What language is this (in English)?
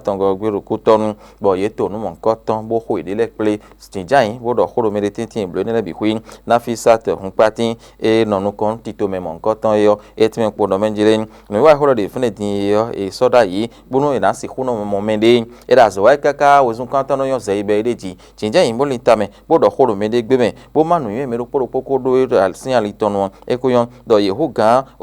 Fon